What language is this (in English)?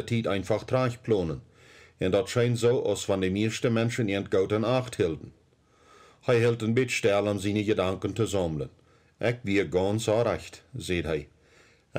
Plautdietsch